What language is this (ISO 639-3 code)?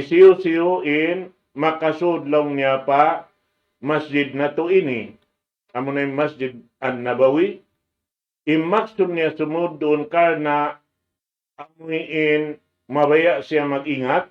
tsg